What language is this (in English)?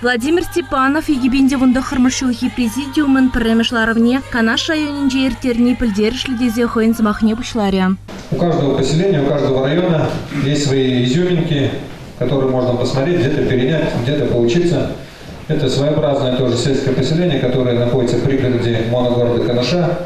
Chuvash